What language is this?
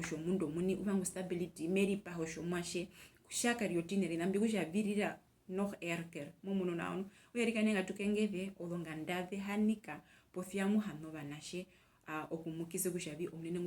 Herero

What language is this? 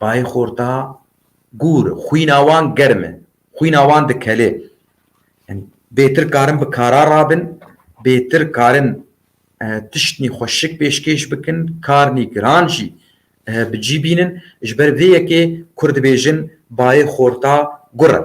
Kurdish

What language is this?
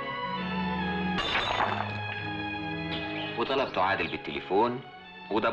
Egyptian Arabic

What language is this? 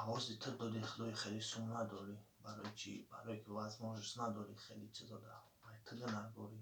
Tajik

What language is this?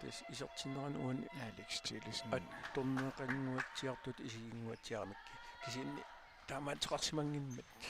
Kalaallisut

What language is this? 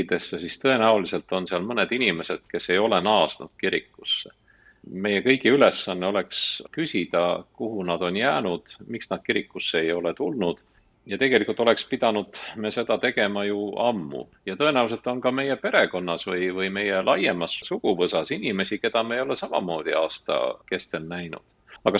Estonian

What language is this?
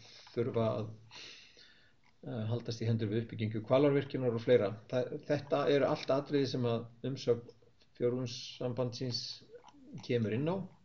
Icelandic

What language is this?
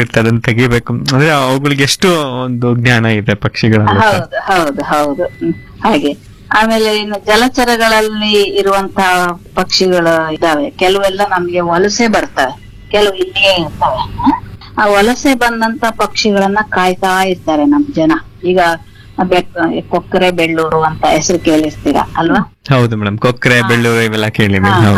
Kannada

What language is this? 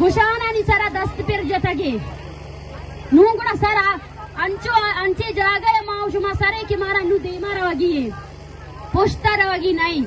Eastern Balochi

